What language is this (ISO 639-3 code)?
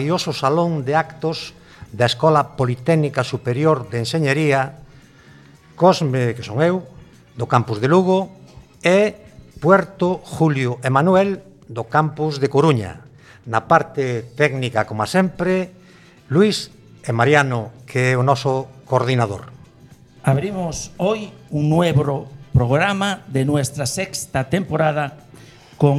glg